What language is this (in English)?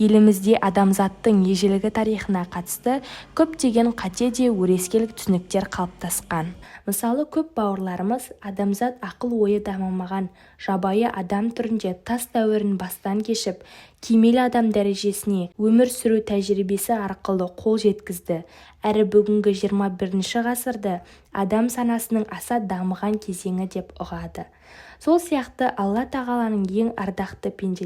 Kazakh